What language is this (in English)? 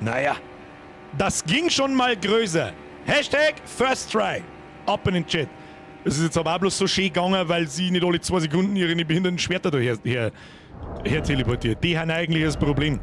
Bavarian